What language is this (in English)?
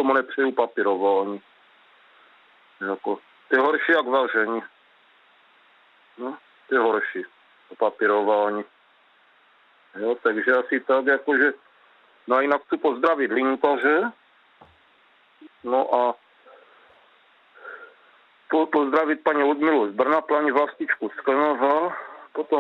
Czech